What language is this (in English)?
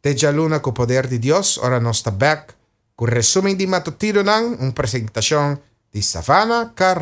Papiamento